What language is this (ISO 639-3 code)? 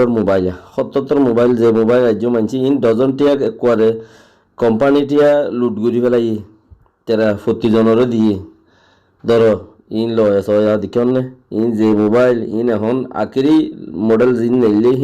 rhg